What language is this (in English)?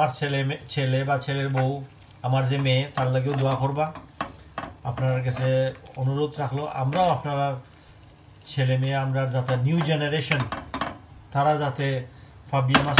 Sylheti